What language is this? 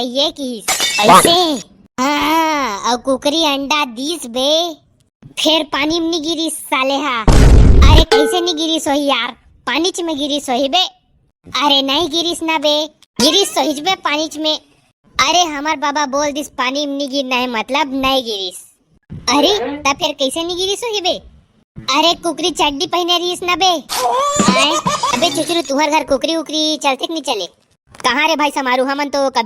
Chhattisgarhi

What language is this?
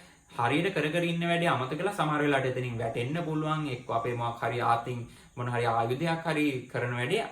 Sinhala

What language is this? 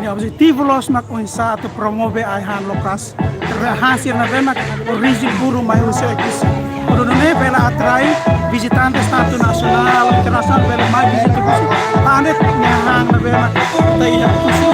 Tetum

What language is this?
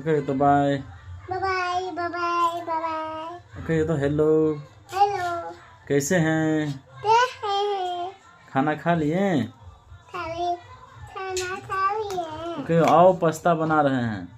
Maithili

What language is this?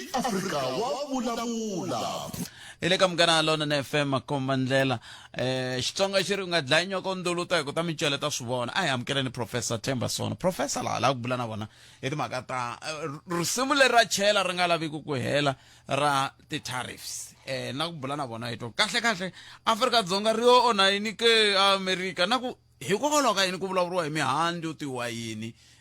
Tsonga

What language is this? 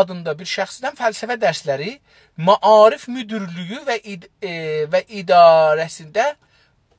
South Azerbaijani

